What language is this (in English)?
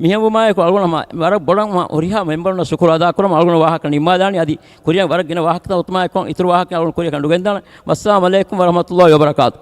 Divehi